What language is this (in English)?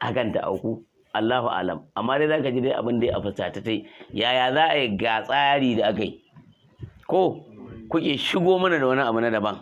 Hausa